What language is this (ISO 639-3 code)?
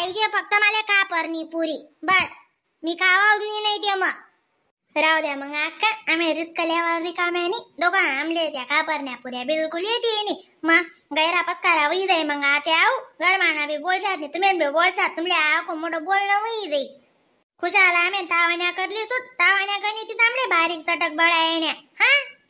khn